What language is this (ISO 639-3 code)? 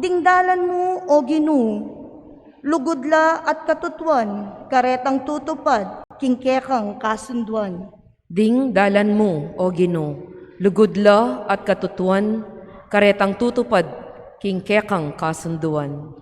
pam